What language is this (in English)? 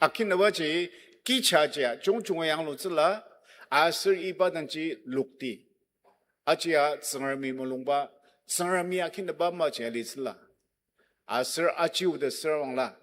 Ao Naga